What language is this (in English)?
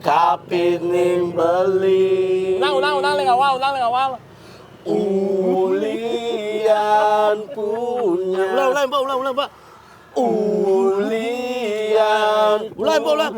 Balinese